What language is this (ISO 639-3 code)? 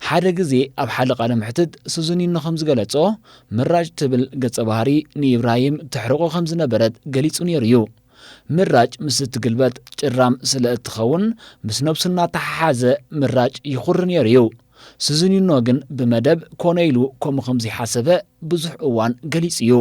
tir